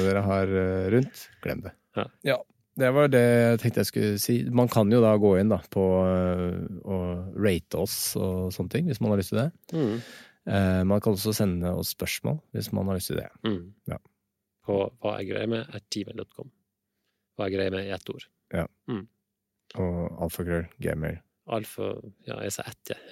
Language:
Norwegian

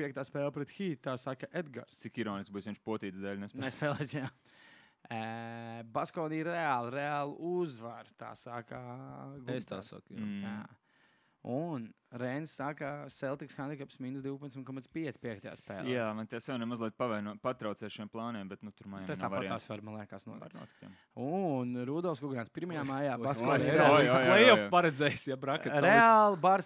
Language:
Latvian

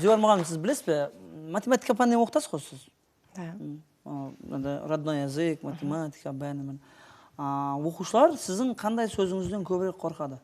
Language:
Kara-Kalpak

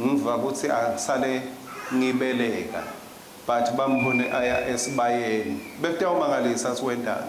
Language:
Swati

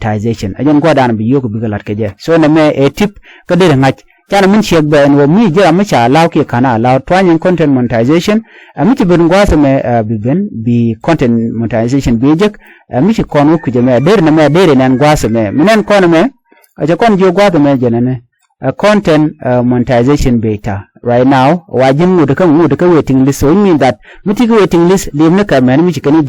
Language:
Nuer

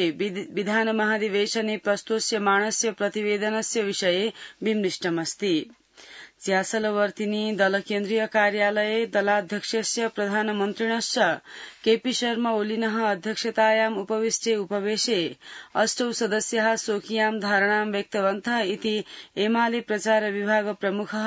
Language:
Sanskrit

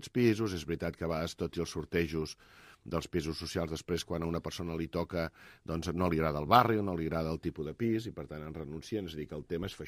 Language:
Catalan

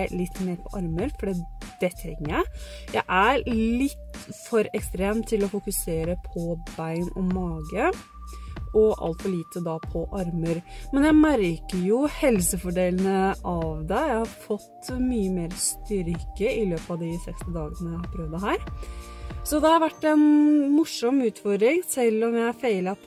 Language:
Norwegian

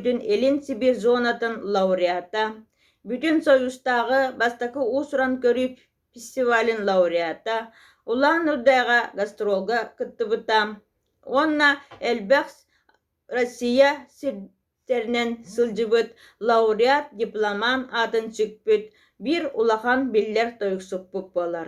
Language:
Yakut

